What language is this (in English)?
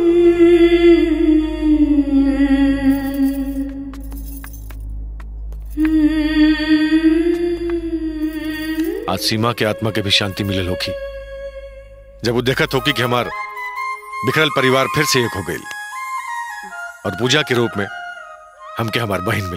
Bhojpuri